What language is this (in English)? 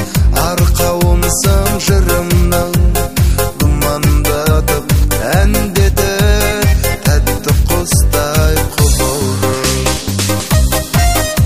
Kazakh